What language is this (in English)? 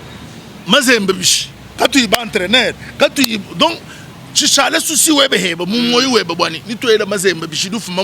Luba-Lulua